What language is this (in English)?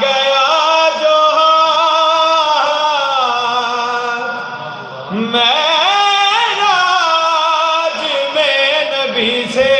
Saraiki